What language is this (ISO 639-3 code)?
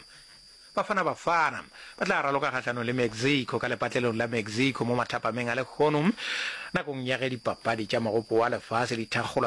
nso